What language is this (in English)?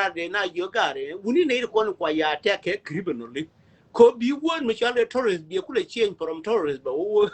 Nuer